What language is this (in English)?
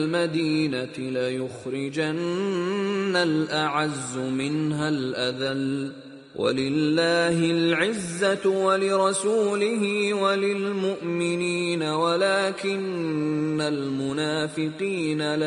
Kashmiri